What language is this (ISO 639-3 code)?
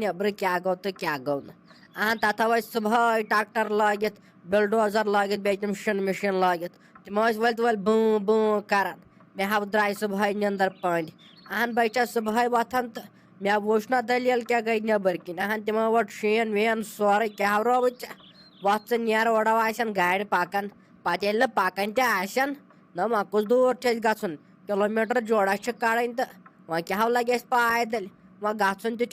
kas